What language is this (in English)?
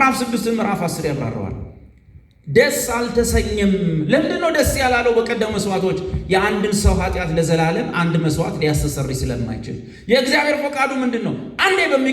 Amharic